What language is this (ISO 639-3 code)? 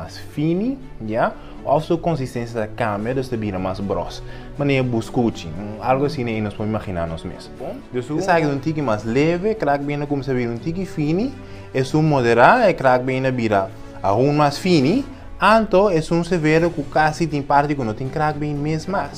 pap